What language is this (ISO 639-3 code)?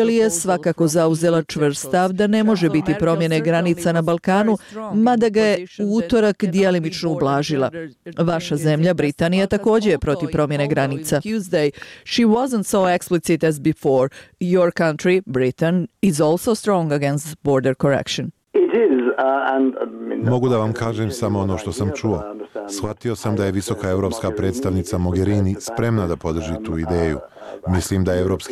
bos